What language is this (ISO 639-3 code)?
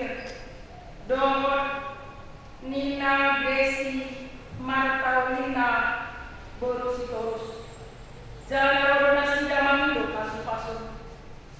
bbc